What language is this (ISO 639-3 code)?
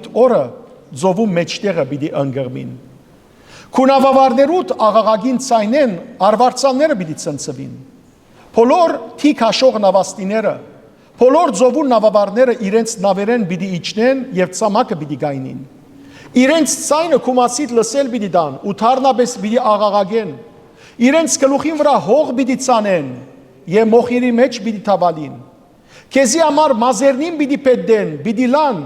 hyw